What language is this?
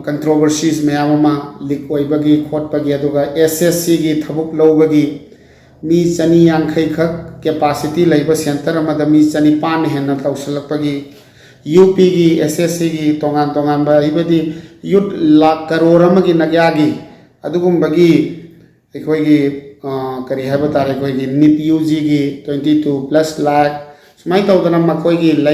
Manipuri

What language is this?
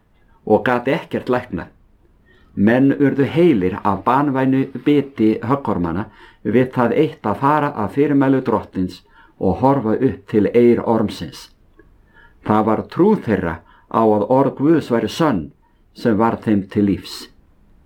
Icelandic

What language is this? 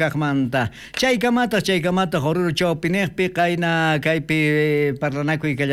South Bolivian Quechua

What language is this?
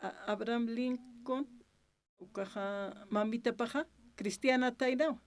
Aymara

